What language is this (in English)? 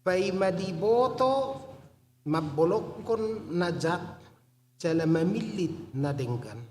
Batak Toba